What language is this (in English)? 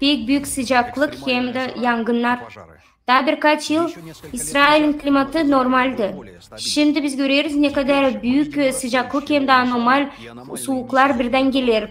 Gagauz